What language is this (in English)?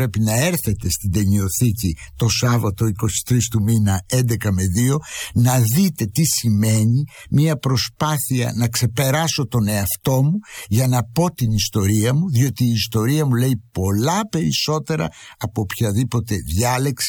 Greek